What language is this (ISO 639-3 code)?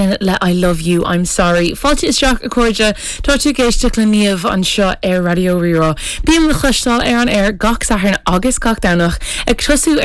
gle